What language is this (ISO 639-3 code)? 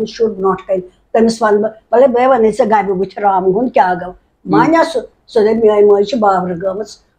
kas